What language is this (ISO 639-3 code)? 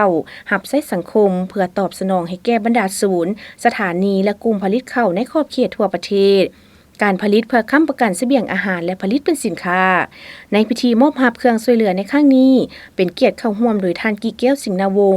lao